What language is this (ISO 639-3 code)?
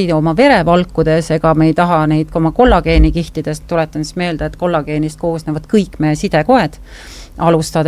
est